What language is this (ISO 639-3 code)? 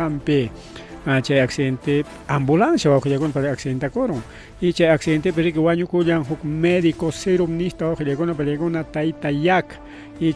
quy